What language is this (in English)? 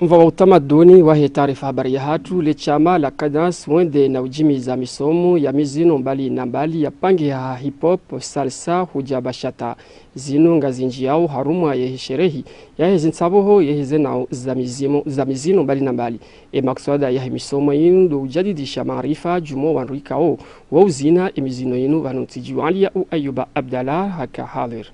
Ngazidja Comorian